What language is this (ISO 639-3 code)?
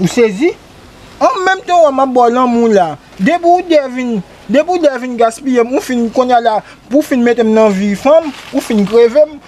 hat